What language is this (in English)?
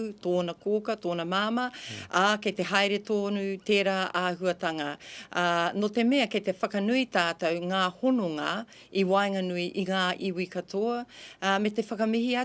Māori